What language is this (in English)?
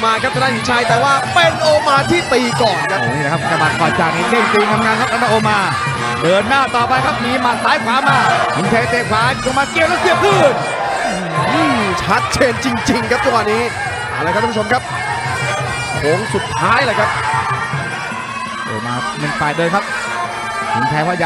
Thai